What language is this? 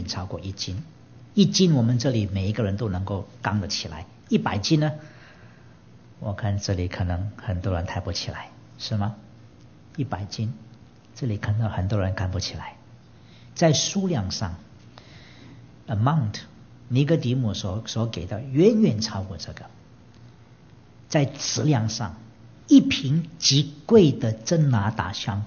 Chinese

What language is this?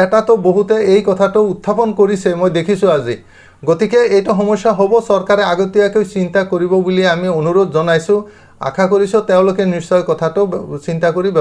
Assamese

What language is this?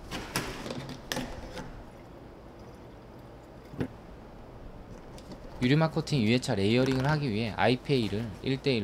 Korean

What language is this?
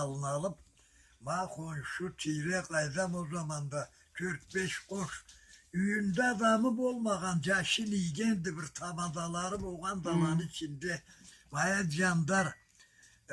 Karachay-Balkar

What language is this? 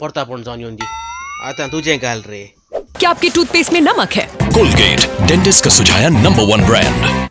Konkani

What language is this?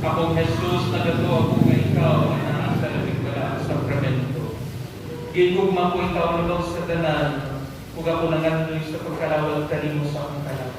Cebuano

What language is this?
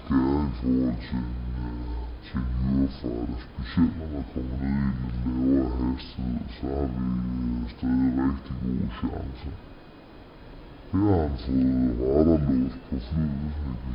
Danish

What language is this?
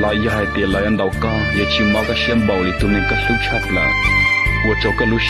Hmong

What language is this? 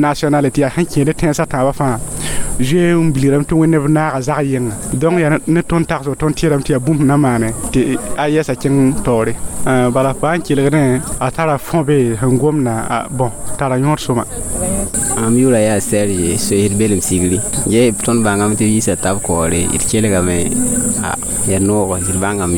Mossi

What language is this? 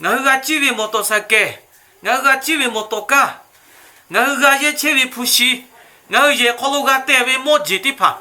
Lahu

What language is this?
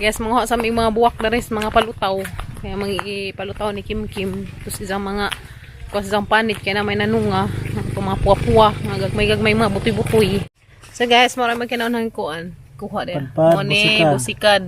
Cebuano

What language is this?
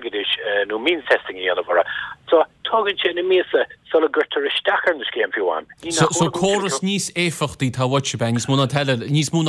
Irish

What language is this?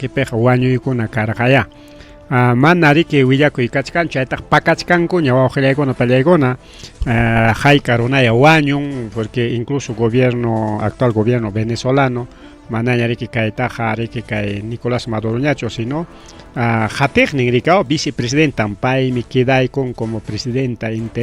Ayacucho Quechua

